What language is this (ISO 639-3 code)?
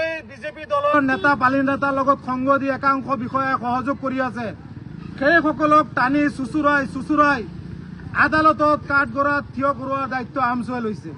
asm